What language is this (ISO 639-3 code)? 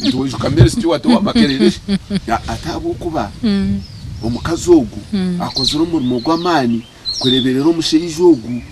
nyn